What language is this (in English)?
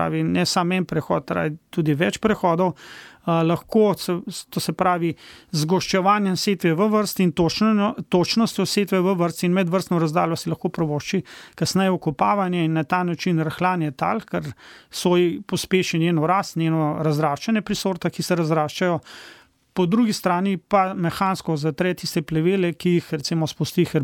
Slovenian